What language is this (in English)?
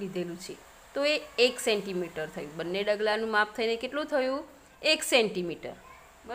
Gujarati